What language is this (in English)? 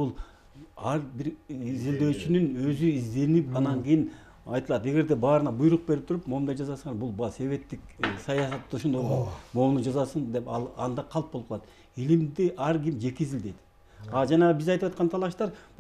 Kyrgyz